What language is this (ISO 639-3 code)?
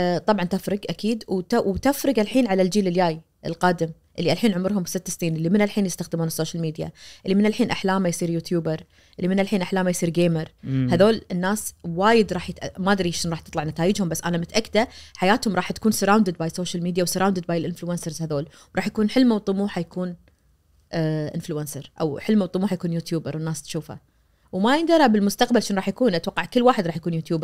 ars